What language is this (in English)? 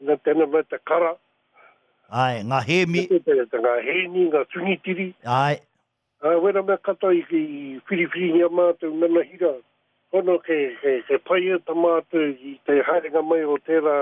Māori